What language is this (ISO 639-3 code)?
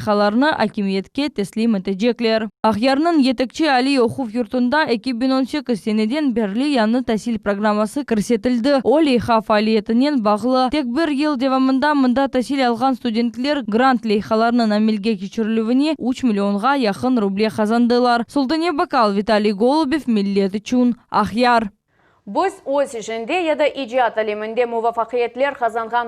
crh